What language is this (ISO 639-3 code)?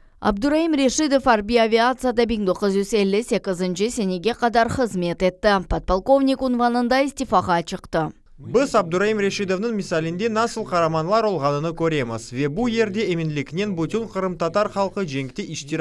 crh